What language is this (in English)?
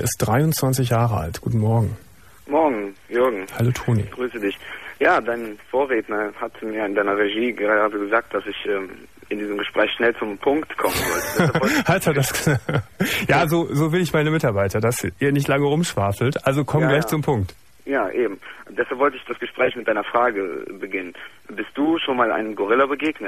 German